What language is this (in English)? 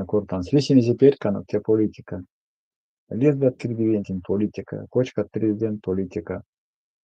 Erzya